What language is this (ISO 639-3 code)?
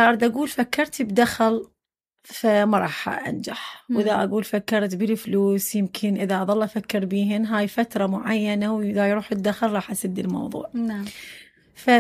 acm